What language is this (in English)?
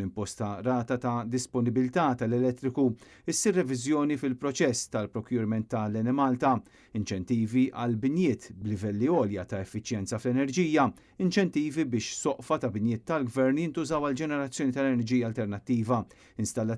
Maltese